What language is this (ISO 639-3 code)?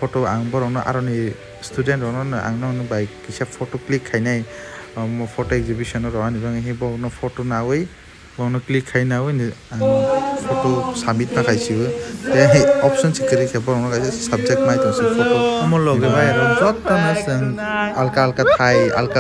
trp